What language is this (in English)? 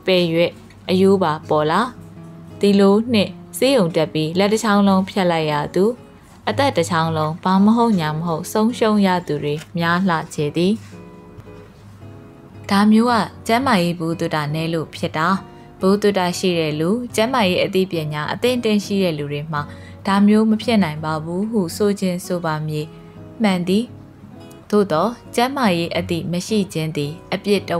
Burmese